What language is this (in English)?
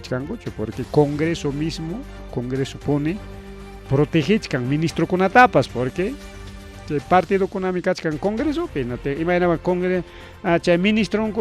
Ayacucho Quechua